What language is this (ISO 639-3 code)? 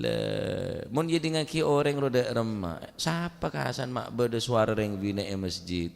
mad